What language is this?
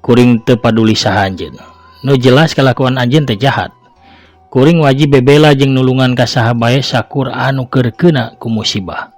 Sundanese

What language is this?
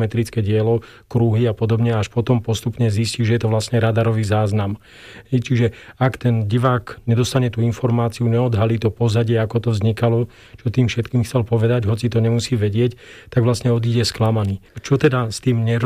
Slovak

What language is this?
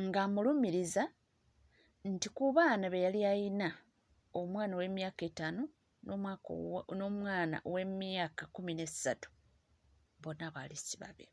Ganda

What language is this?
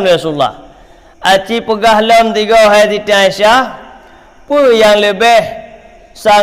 Achinese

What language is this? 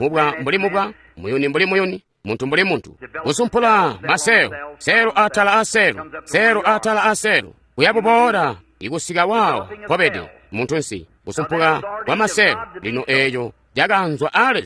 Tonga (Zambia)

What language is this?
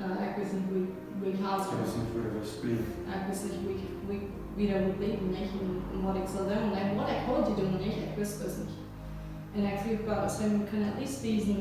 Plautdietsch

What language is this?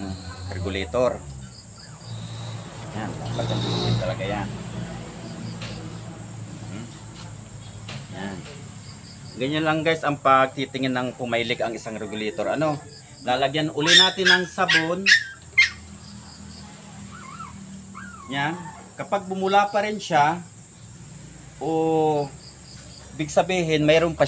Filipino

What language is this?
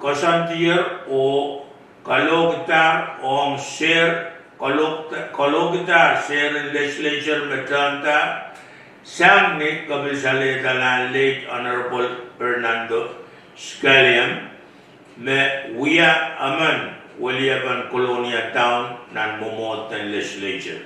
Pohnpeian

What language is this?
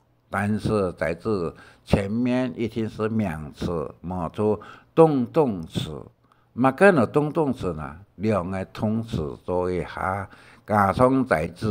Hakka Chinese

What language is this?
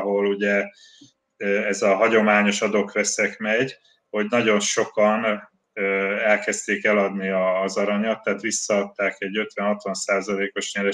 Hungarian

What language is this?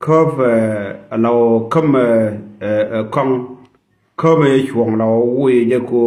Nuer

